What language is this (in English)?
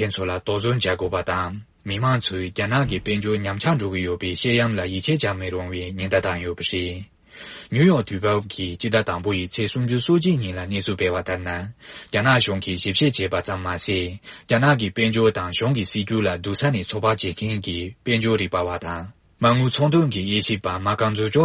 Tibetan